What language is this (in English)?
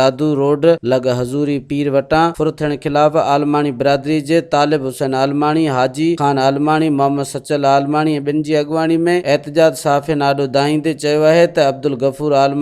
Sindhi